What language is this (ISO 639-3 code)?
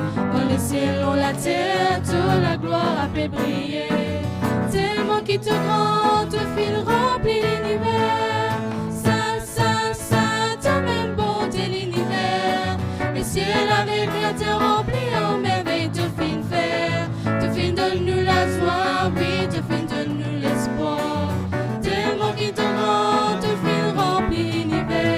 mfe